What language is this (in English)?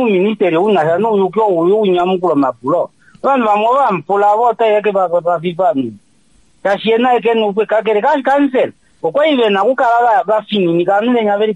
Kuanyama